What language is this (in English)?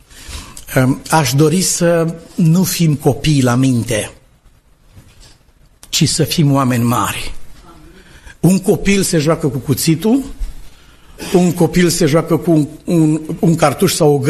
Romanian